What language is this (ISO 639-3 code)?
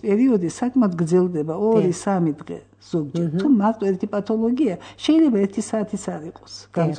kat